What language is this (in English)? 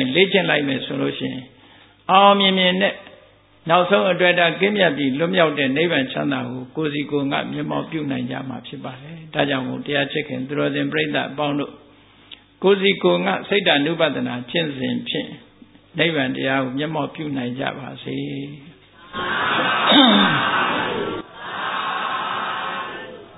Burmese